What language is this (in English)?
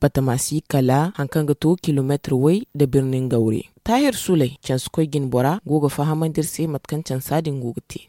Zarma